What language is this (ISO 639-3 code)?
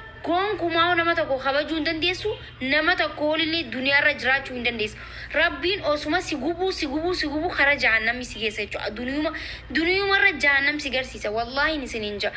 orm